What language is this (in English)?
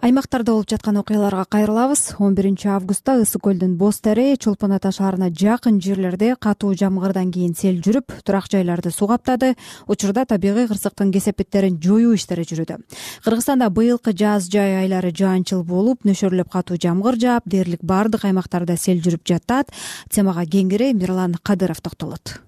Kyrgyz